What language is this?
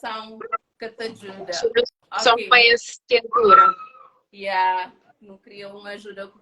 Kabuverdianu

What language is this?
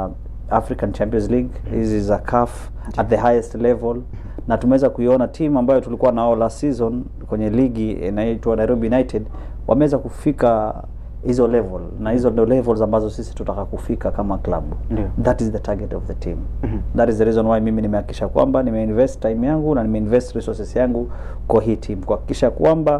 Swahili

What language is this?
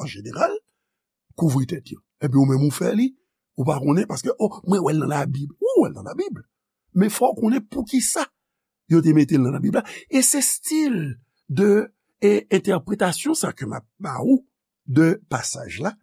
Haitian Creole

